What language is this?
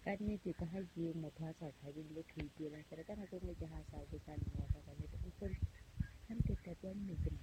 Southern Sotho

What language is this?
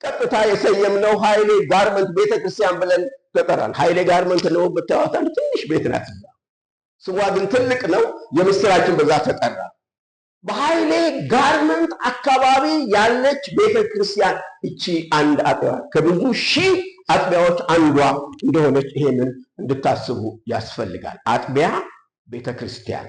Amharic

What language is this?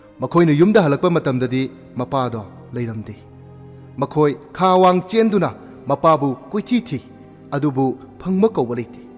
Manipuri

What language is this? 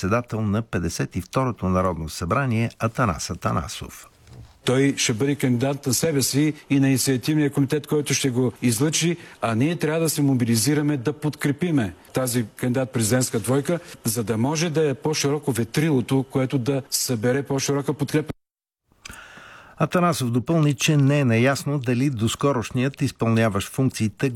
Bulgarian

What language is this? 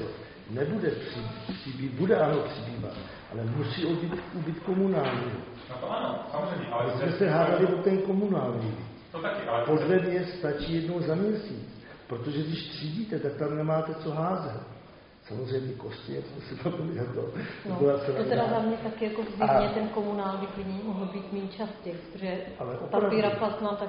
Czech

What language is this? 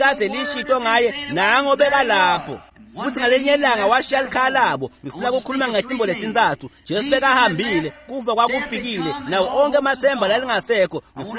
Swati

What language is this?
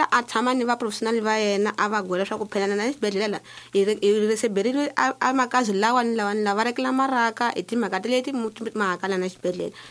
Tsonga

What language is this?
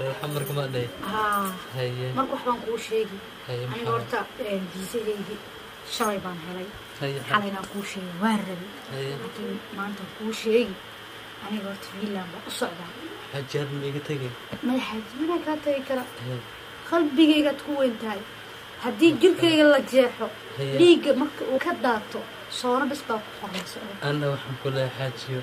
Somali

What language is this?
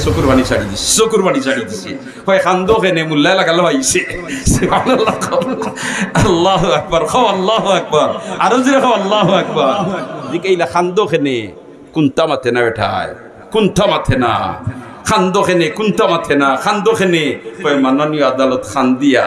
Sylheti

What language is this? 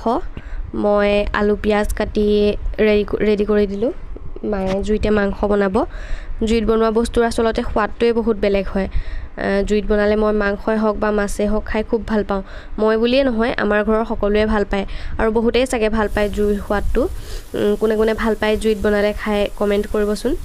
Assamese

